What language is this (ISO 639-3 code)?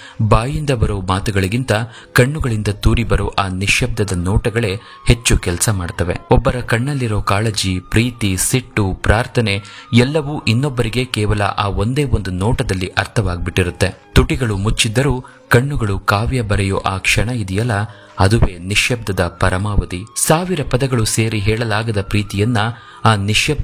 kan